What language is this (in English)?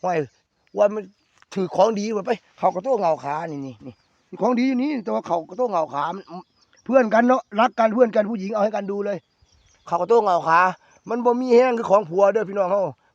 Northeastern Thai